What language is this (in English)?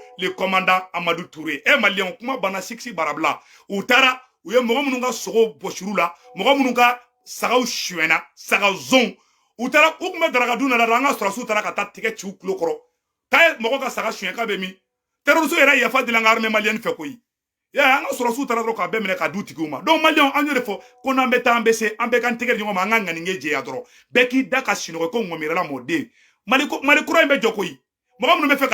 Bambara